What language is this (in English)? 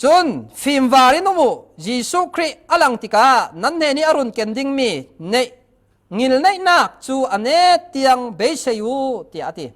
Falam Chin